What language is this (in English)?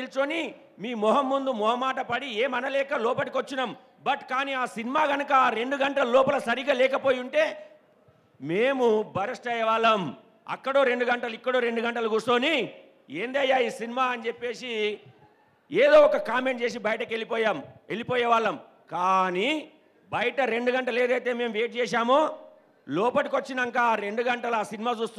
Telugu